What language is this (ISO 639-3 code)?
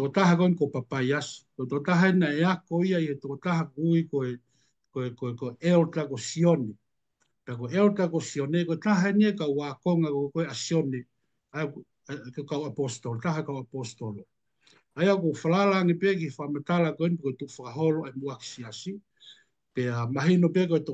ton